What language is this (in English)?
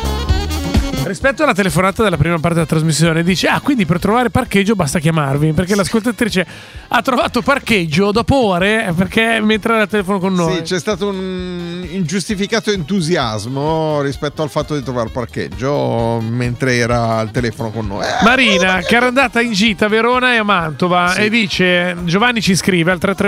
Italian